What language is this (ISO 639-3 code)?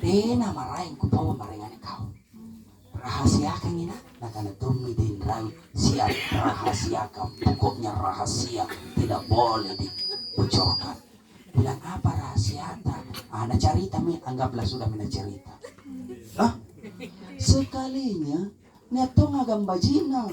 mak